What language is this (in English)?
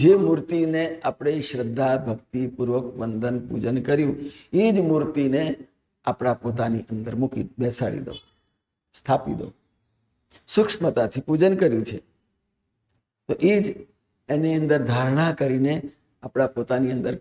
Gujarati